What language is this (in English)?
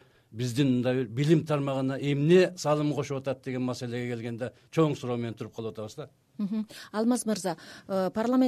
Kyrgyz